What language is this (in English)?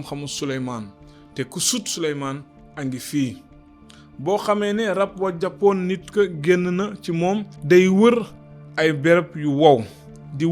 Wolof